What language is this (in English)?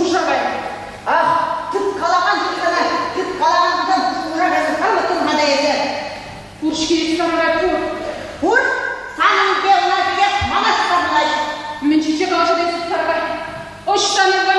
Chuvash